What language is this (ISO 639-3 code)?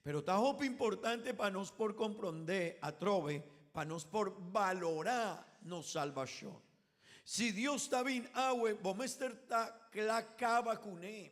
pap